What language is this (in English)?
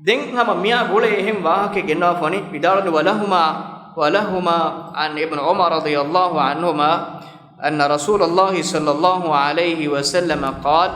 Divehi